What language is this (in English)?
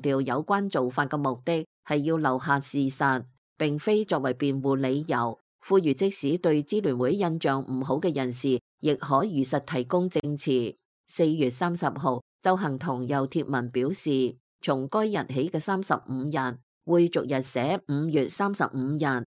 Cantonese